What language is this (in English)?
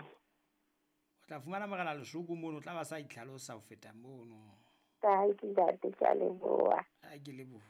Southern Sotho